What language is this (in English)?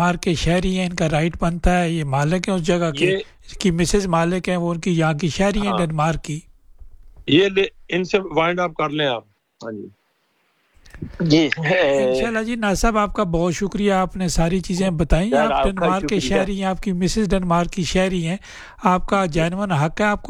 Urdu